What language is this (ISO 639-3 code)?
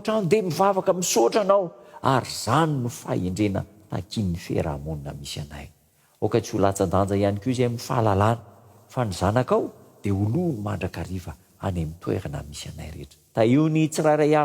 mlg